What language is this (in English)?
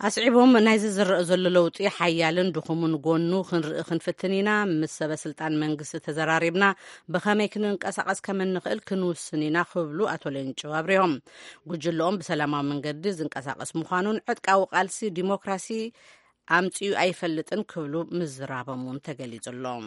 Tigrinya